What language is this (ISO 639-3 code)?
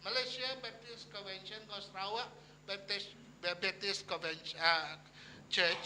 iba